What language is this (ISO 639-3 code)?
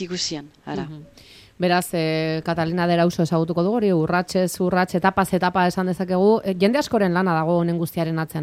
eus